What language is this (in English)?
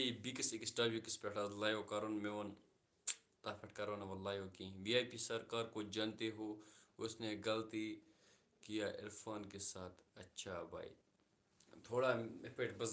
Kashmiri